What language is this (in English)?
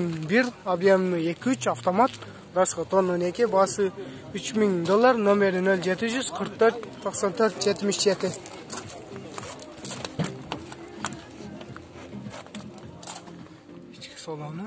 Kyrgyz